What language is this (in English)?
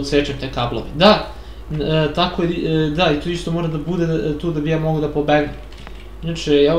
Serbian